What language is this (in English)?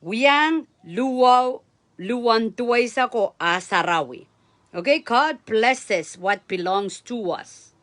Pohnpeian